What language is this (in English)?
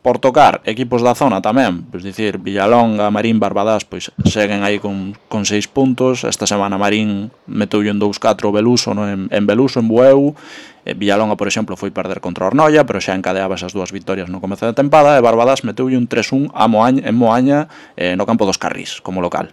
Galician